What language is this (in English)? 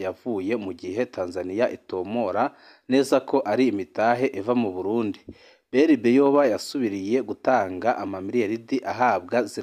Rundi